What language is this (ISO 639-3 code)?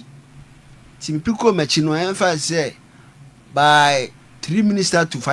aka